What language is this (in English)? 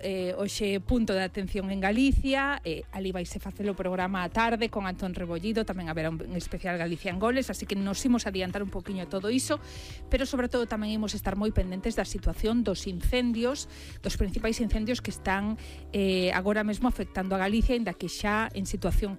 Galician